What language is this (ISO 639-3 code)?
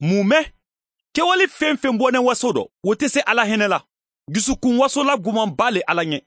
man